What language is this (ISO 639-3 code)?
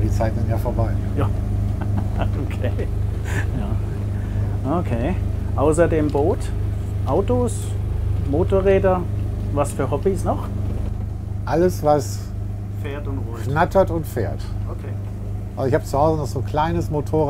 deu